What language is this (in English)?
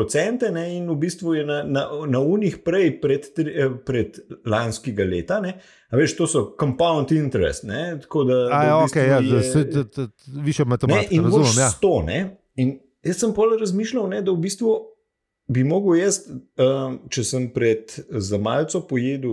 Slovenian